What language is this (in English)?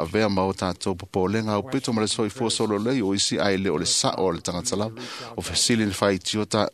Samoan